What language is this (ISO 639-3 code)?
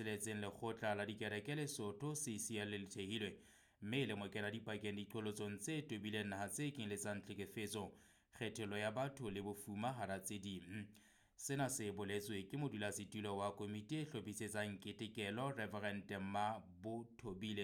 sot